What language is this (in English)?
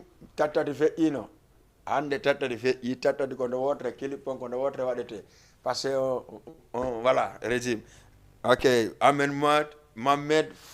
Fula